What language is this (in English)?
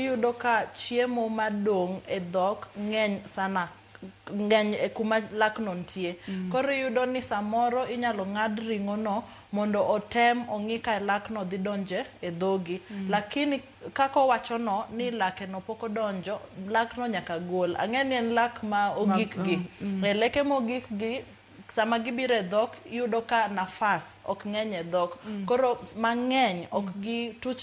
Luo (Kenya and Tanzania)